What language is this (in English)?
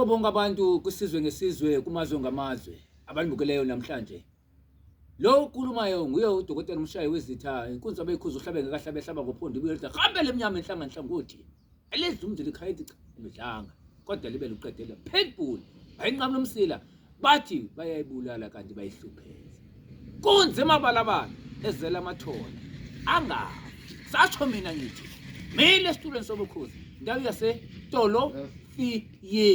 Zulu